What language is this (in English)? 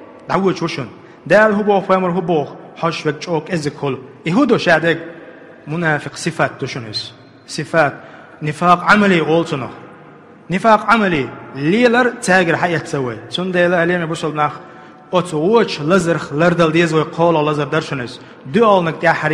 Chechen